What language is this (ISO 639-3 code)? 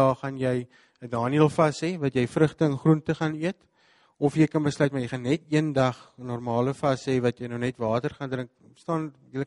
afr